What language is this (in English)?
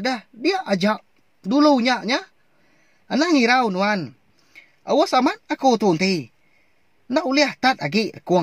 Iban